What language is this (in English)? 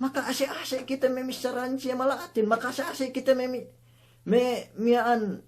Yakan